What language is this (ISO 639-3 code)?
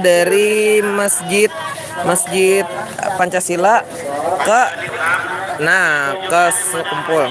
bjn